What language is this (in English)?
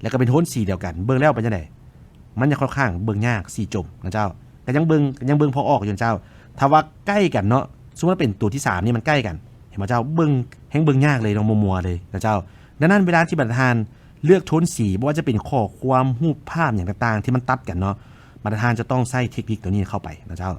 Lao